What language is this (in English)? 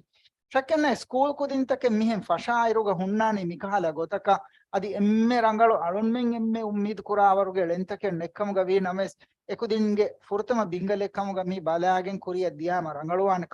Divehi